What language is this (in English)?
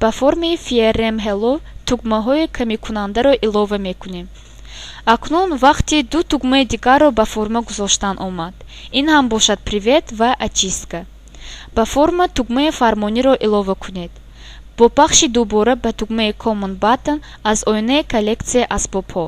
Tajik